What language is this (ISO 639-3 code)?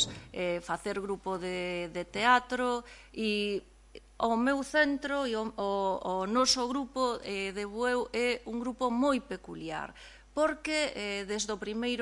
glg